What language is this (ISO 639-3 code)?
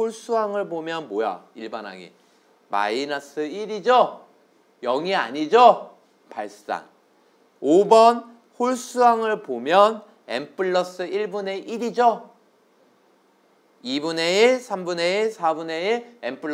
kor